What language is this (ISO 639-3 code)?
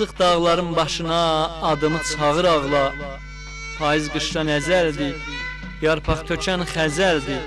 azb